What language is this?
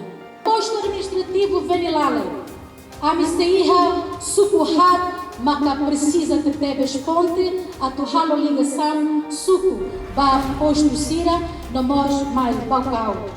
Tetum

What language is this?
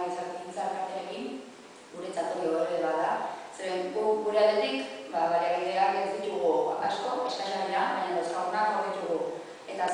Basque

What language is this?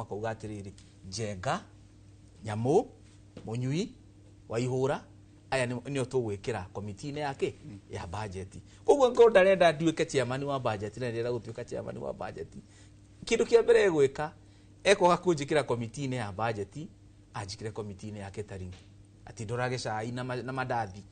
Kikuyu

